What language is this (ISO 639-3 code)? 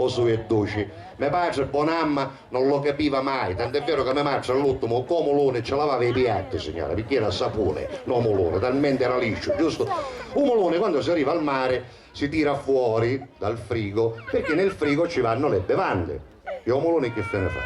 scn